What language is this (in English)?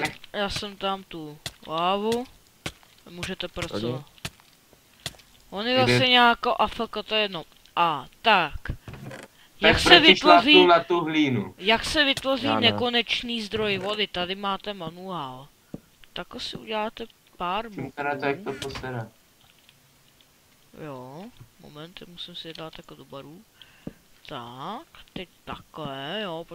Czech